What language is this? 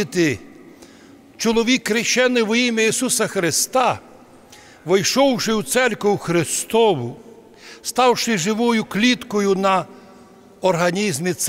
Rusyn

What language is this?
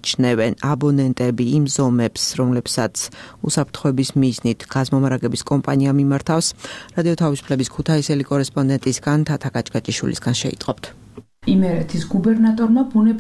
Georgian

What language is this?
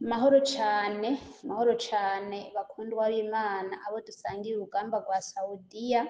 Rundi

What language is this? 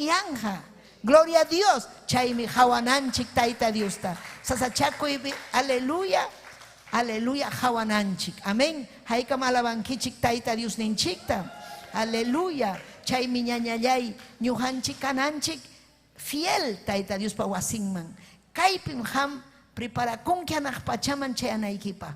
Ayacucho Quechua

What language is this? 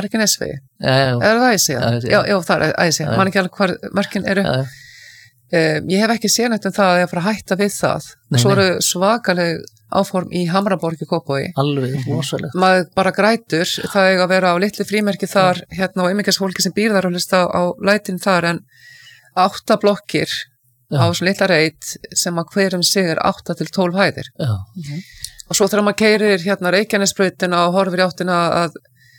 Icelandic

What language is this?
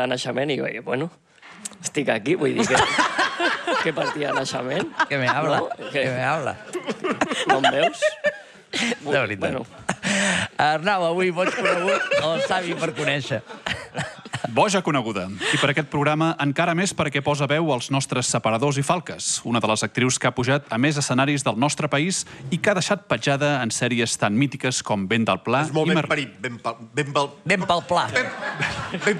Catalan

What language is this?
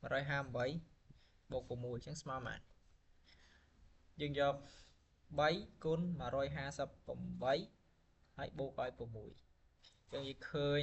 Khmer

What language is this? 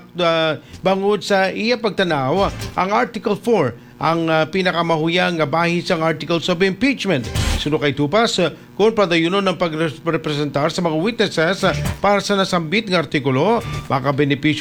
Hiligaynon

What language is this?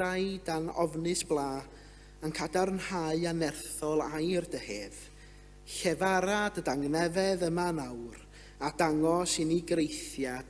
Welsh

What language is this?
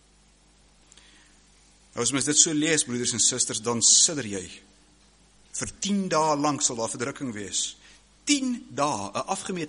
Afrikaans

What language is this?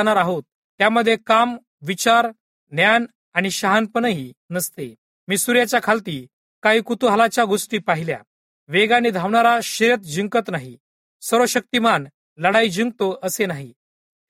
Marathi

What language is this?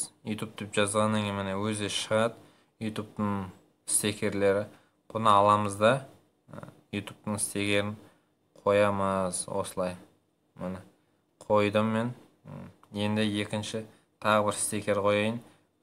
Kazakh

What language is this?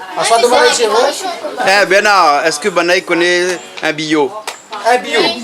Réunion Creole French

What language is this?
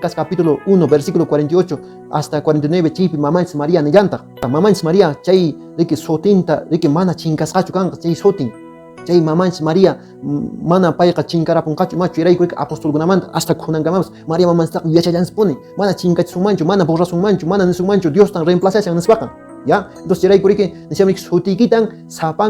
Quechua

